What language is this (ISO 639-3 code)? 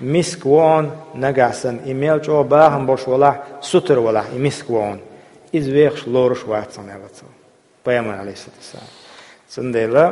che